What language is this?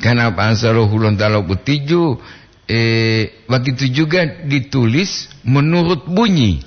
Gorontalo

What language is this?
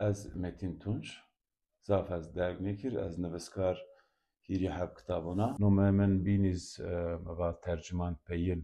Zaza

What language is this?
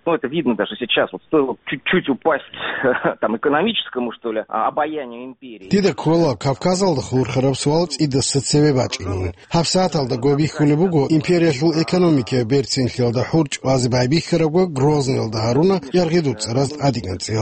Avaric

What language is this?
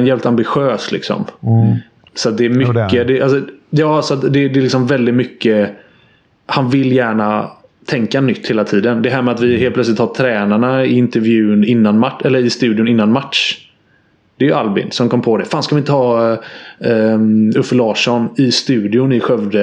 Swedish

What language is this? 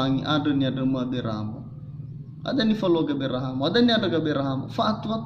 Nias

